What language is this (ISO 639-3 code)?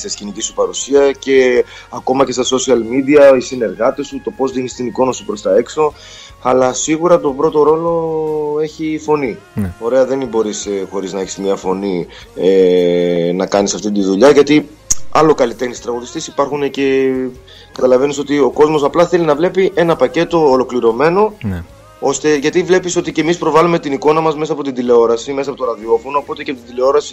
ell